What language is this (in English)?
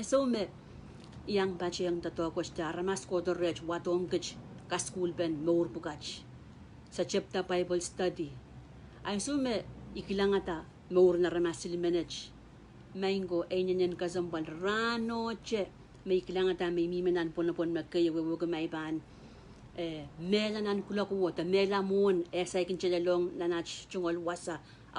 Pohnpeian